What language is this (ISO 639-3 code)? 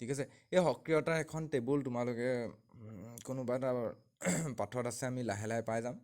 asm